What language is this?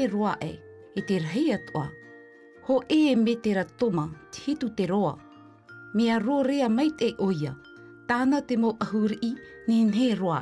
Tahitian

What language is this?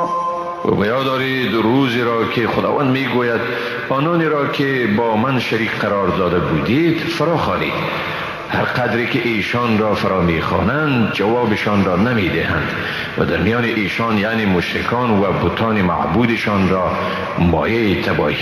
Persian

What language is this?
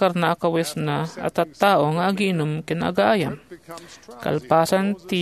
Iloko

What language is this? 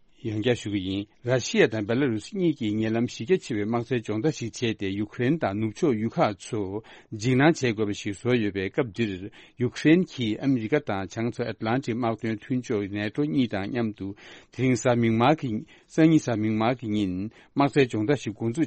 Tibetan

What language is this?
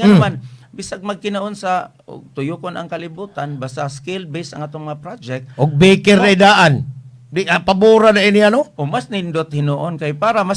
Cebuano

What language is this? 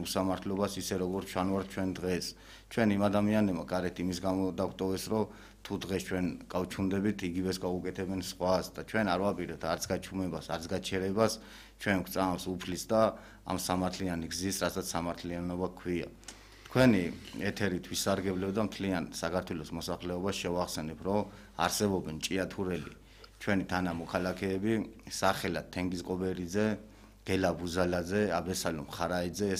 Georgian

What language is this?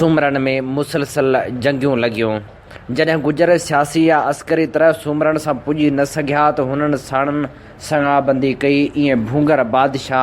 Sindhi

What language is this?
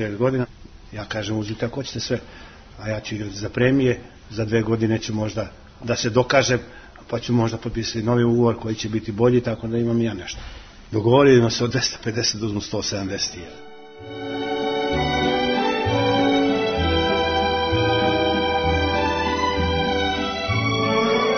Serbian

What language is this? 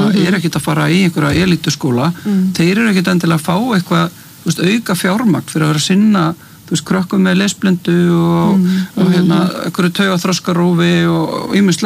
Icelandic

